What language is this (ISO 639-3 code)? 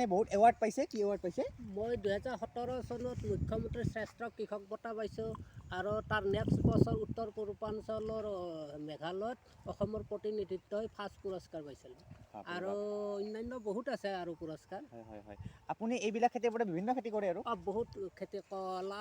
asm